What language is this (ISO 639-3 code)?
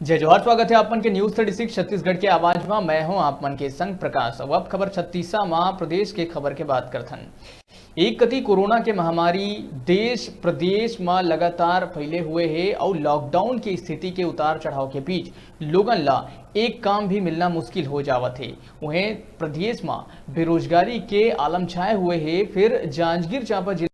hne